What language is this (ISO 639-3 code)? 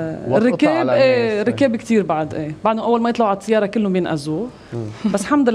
apc